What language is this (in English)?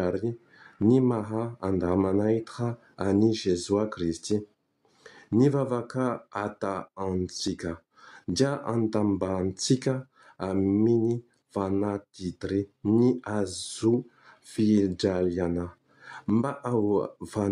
Malagasy